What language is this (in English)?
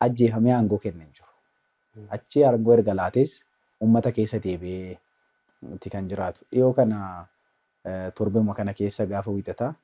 Oromo